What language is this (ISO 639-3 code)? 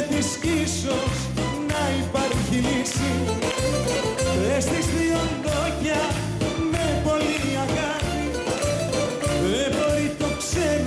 ell